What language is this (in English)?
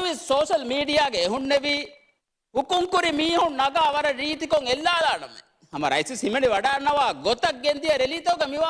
Divehi